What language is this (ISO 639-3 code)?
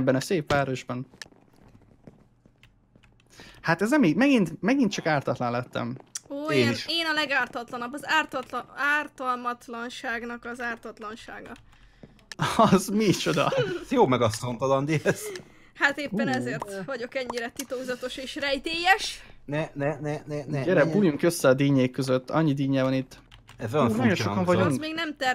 hun